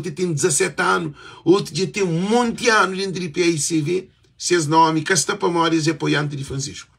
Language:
Kabuverdianu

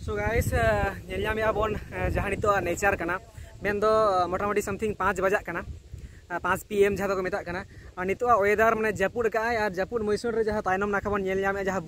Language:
Santali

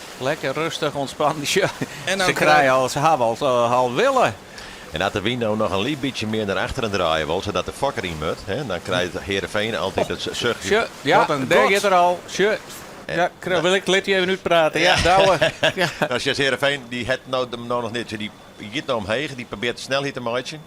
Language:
Western Frisian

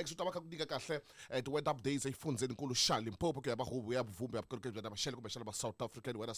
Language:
Tsonga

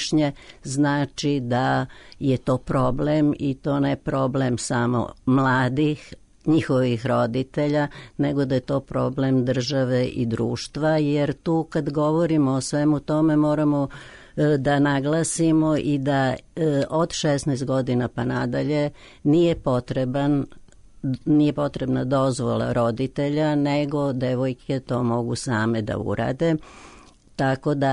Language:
Serbian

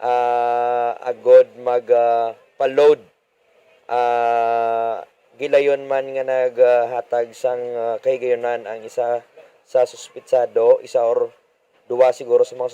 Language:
Hiligaynon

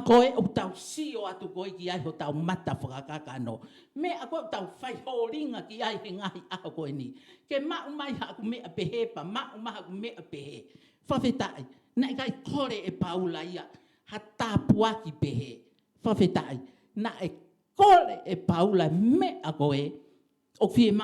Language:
Tongan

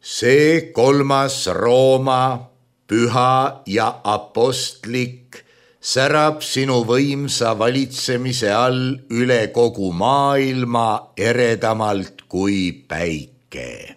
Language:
Estonian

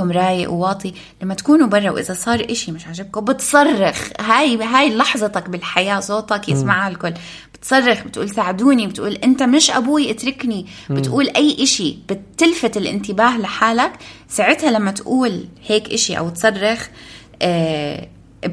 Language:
North Levantine Arabic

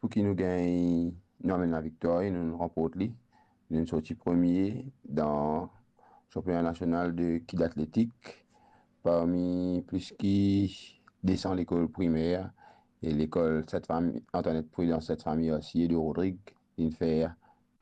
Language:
Morisyen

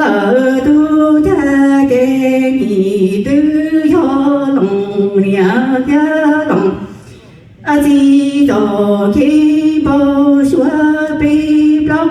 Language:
Hmong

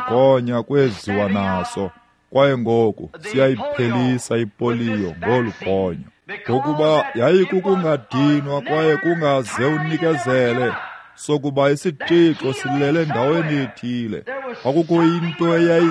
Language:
Xhosa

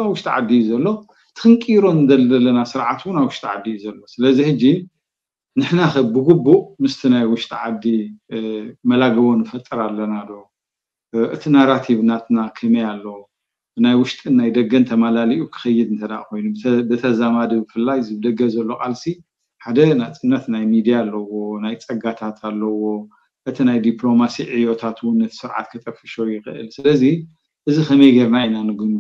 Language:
Tigrinya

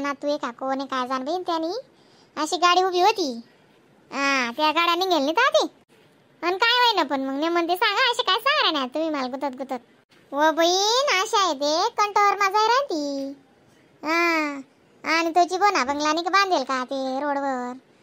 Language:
Khandesi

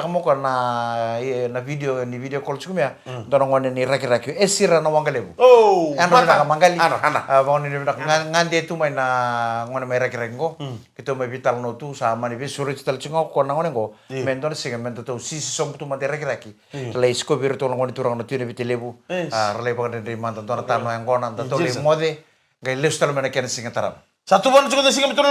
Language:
Fijian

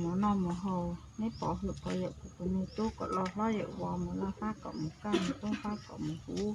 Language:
Hmong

